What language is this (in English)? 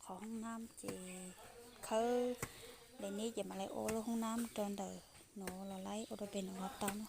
Hmong